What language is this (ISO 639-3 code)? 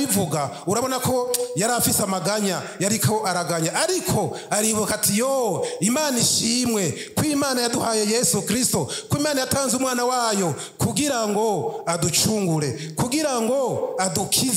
run